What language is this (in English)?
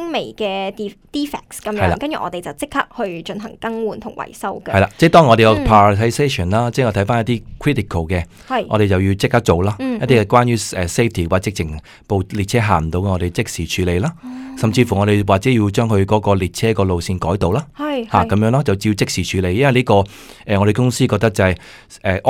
Cantonese